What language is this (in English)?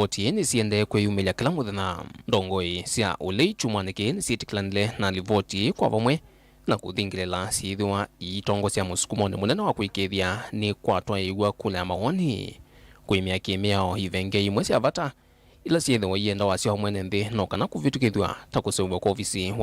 Kamba